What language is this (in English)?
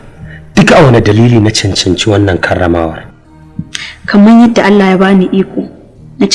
Hausa